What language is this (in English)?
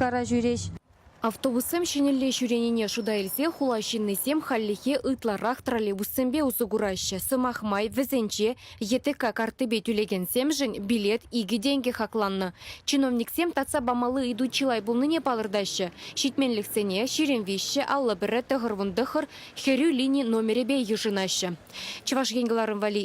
Chuvash